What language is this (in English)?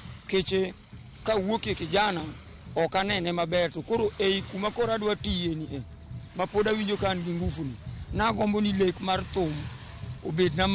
Luo (Kenya and Tanzania)